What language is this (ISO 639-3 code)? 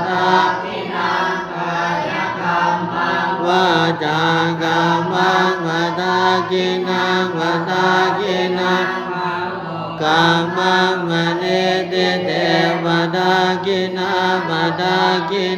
pli